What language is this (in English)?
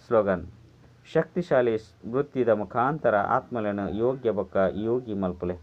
Tulu